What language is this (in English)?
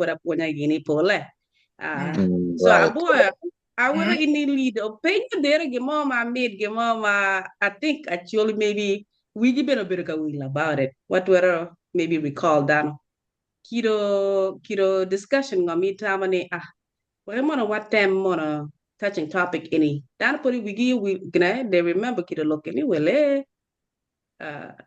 Acoli